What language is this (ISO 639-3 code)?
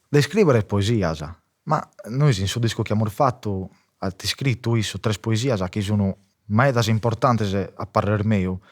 srd